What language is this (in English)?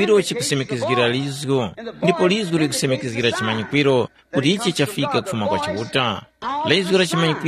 Tumbuka